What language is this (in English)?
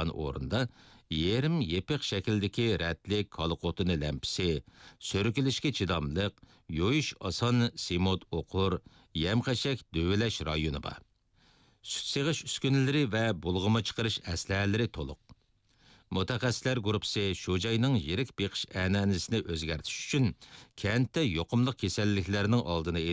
Uyghur